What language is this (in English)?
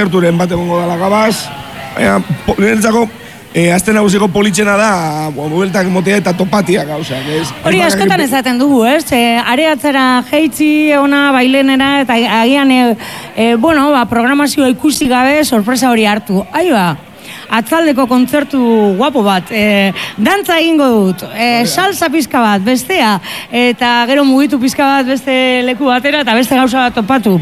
Basque